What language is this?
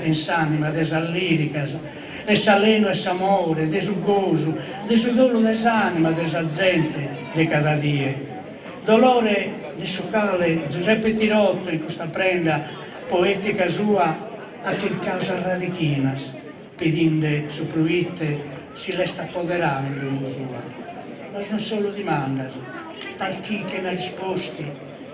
Sardinian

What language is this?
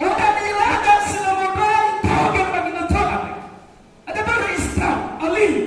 Nias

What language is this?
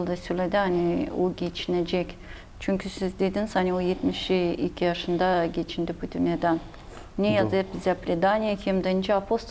Gagauz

